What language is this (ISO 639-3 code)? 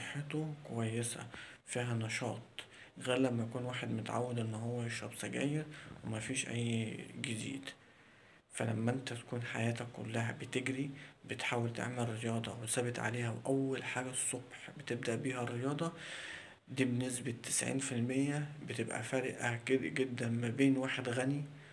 arz